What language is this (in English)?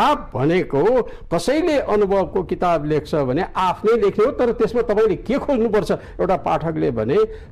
Nepali